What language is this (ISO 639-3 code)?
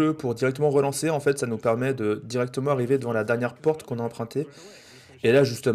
fra